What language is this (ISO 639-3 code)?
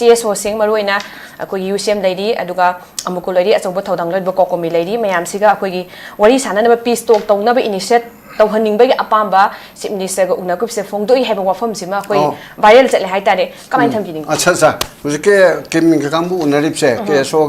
mni